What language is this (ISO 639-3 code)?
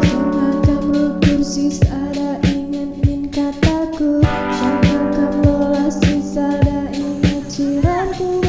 btx